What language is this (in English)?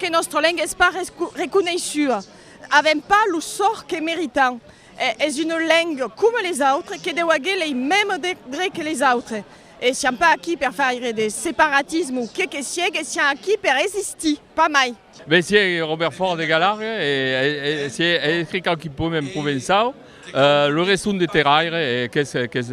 Occitan